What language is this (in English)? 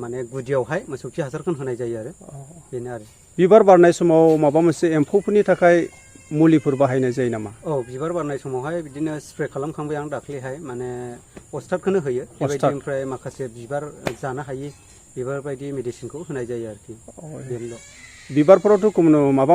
Bodo